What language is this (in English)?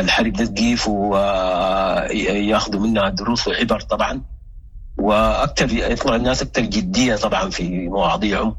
Sudanese Arabic